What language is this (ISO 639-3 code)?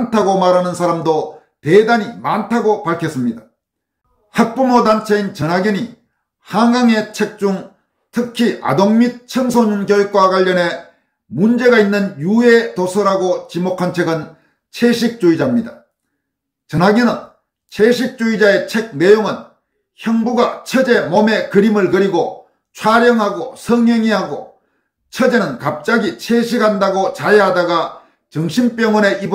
kor